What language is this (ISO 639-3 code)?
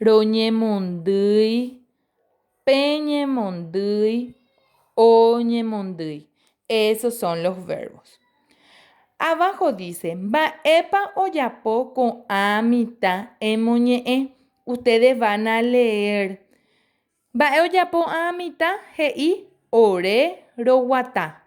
grn